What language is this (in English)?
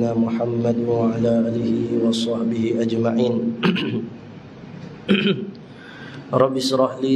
Malay